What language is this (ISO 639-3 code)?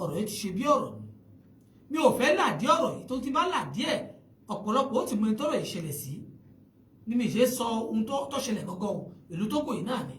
yor